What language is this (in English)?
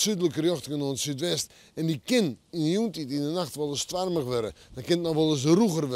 Western Frisian